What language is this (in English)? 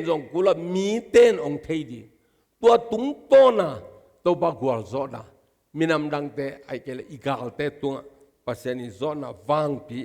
Tedim Chin